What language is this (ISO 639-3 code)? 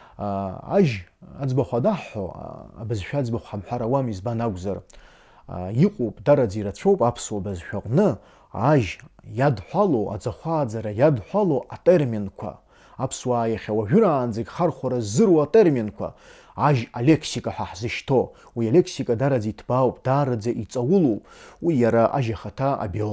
abk